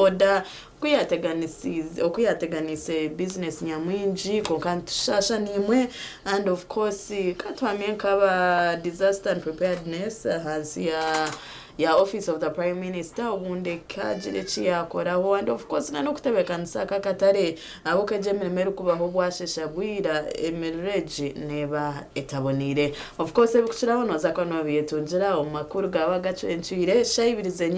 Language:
Nyankole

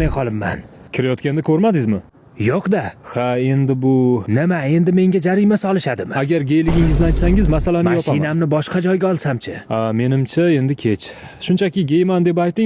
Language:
Uzbek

